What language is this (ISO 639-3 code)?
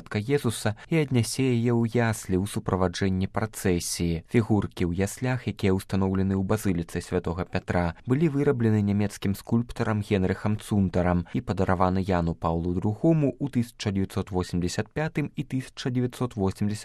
bel